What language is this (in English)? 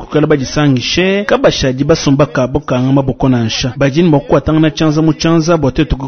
Luba-Lulua